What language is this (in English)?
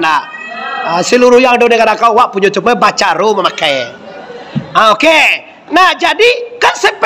Minangkabau